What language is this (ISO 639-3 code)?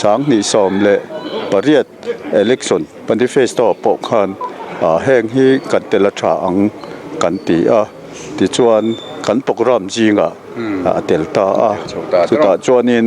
lus